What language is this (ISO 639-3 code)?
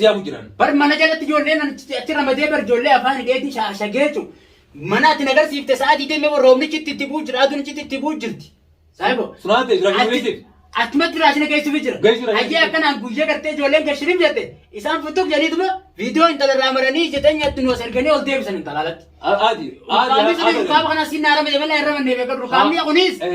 orm